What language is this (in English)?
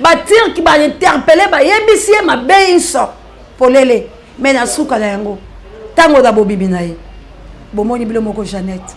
Lingala